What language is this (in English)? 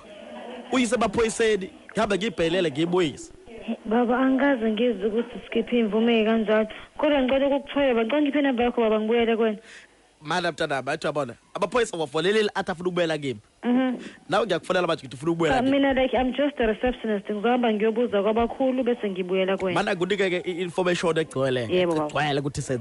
Zulu